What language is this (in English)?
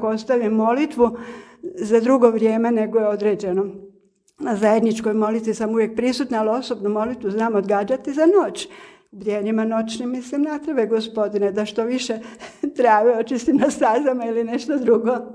Croatian